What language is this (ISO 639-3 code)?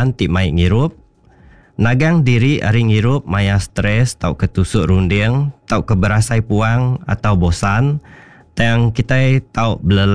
iba